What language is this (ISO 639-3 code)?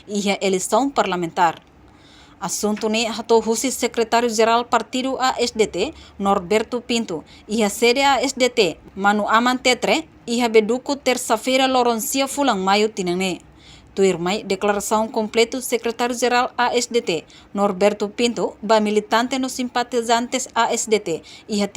tet